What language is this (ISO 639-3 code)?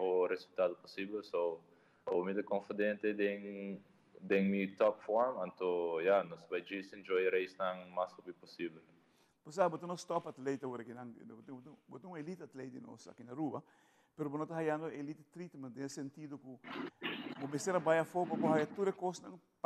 pap